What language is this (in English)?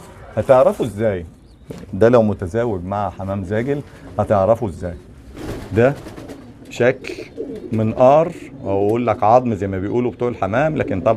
Egyptian Arabic